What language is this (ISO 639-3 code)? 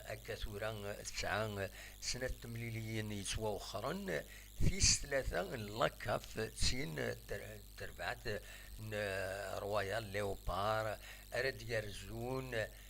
kab